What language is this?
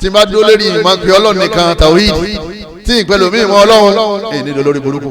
Yoruba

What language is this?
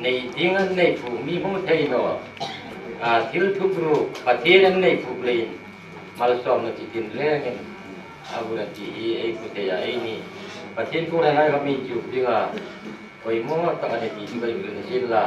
Hmar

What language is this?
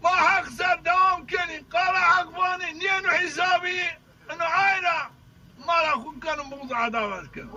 Zaza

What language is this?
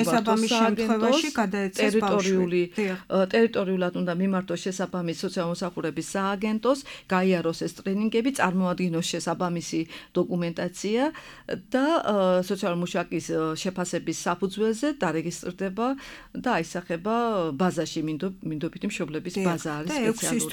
Georgian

